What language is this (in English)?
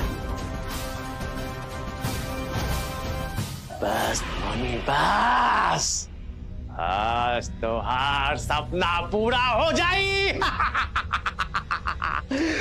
Bhojpuri